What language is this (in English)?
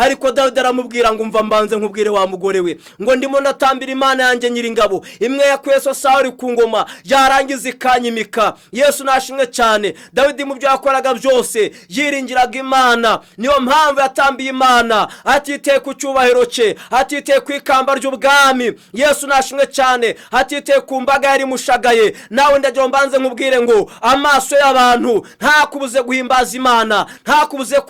Kinyarwanda